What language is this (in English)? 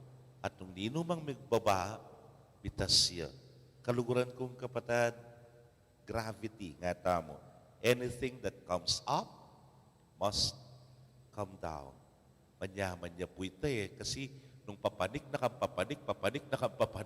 Pampanga